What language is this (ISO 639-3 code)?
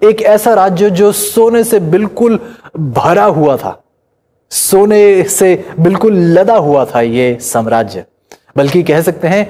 hin